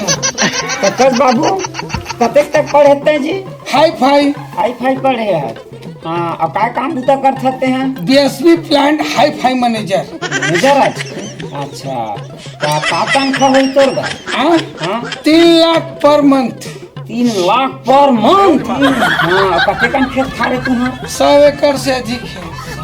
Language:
Chhattisgarhi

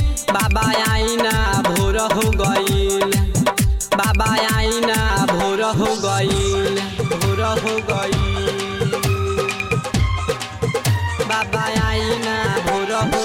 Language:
Bhojpuri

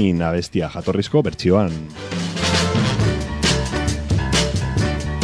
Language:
Basque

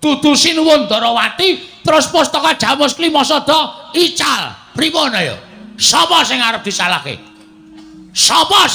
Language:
Javanese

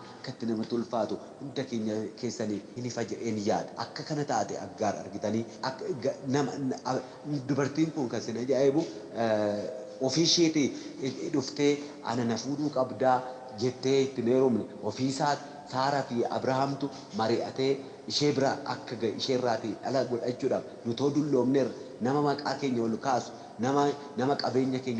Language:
Oromo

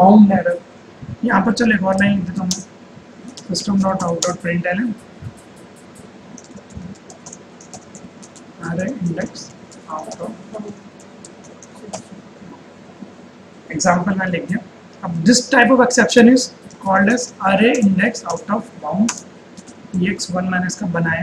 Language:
Hindi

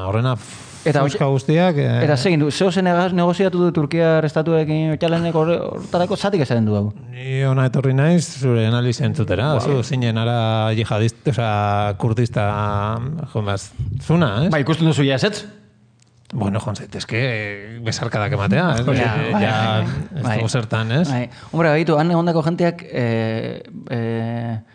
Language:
Basque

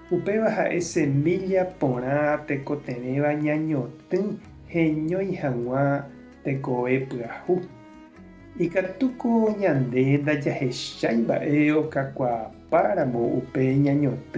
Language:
Guarani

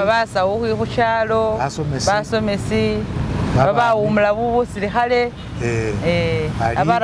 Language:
Masaaba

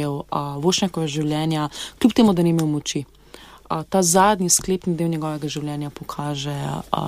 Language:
Slovenian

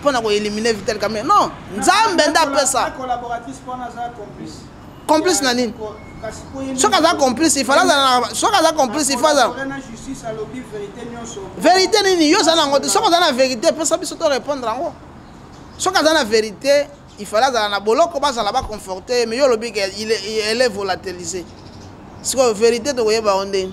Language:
Lingala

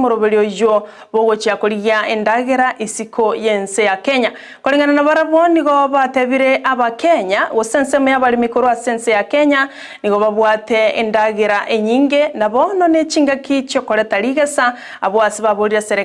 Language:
Gusii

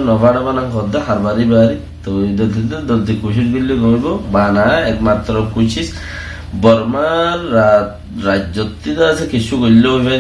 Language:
Rohingya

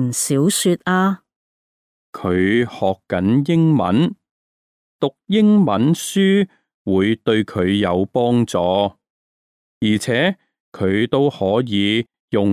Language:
Cantonese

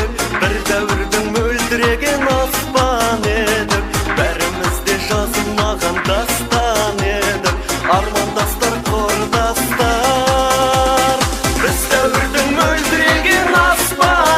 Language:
Kara-Kalpak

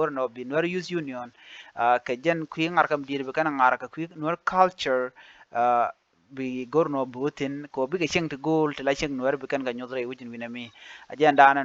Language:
Nuer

